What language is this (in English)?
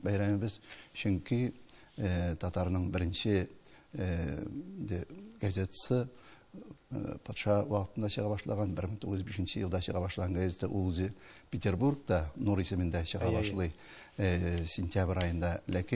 Tatar